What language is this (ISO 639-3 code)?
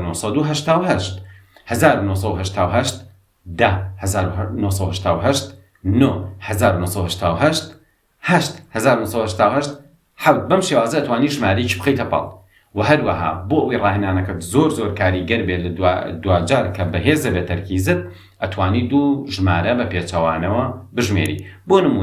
ckb